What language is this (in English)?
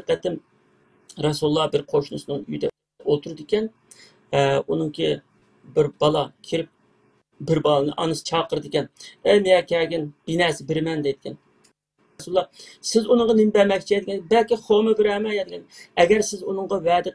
Uyghur